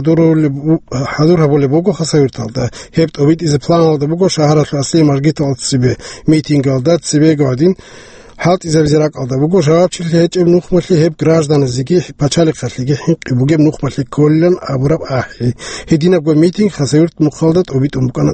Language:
Avaric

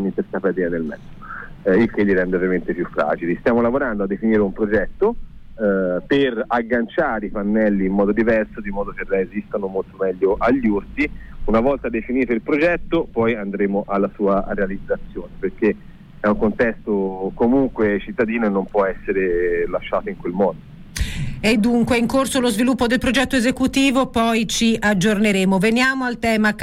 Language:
Italian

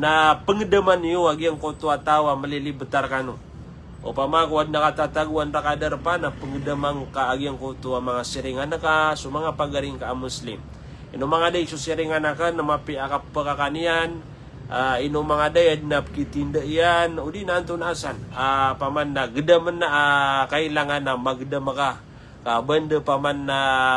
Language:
Maranao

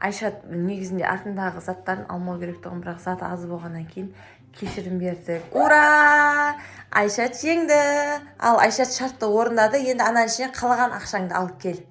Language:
Kazakh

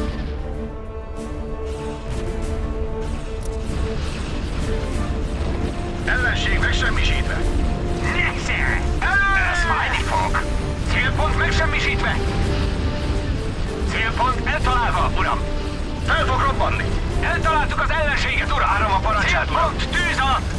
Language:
Hungarian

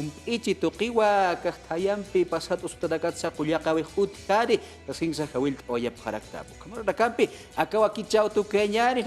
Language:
Aymara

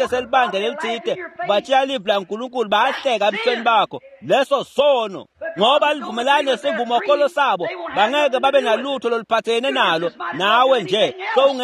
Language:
Swati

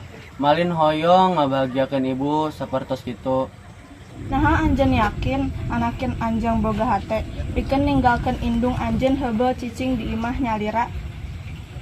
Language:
Sundanese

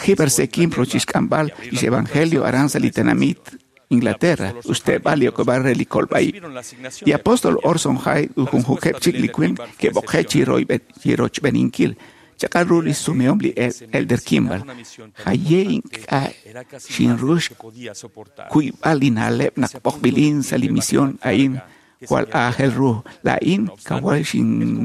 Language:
Kekchí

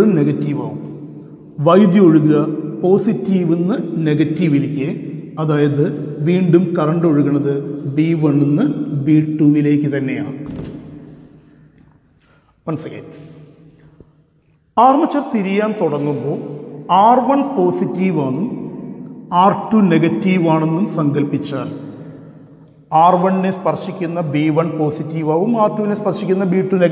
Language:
Malayalam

